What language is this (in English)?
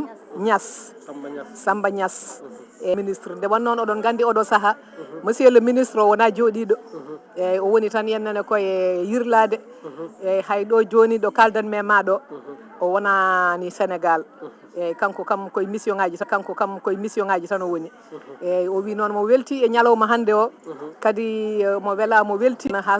Fula